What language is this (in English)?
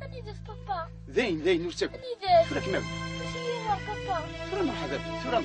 Kabyle